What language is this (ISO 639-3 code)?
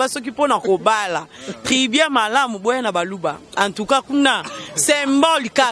lin